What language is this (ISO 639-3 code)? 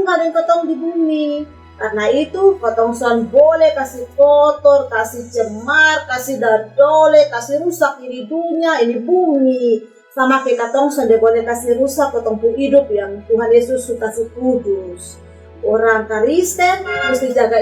mkn